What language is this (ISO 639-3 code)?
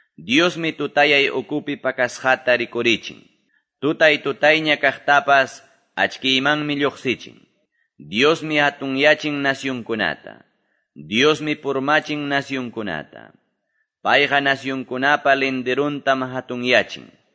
que